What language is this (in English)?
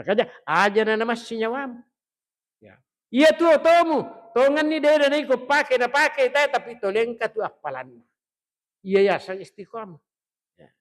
Buginese